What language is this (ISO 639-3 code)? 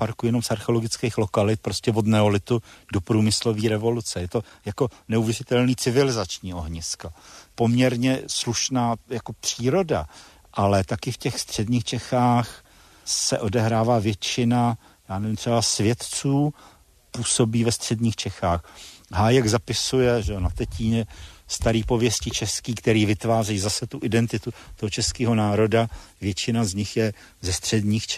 ces